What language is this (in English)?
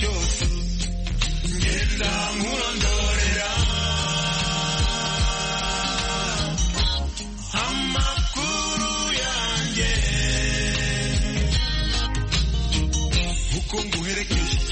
Kinyarwanda